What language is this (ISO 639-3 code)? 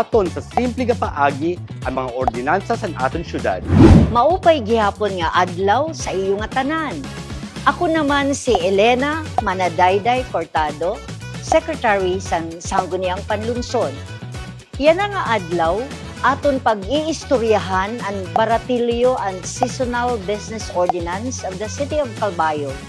war